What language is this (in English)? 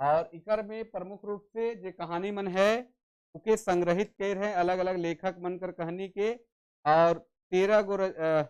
Sadri